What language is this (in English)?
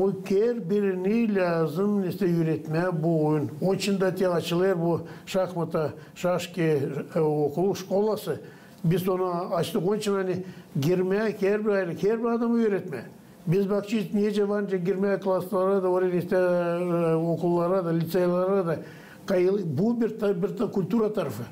Gagauz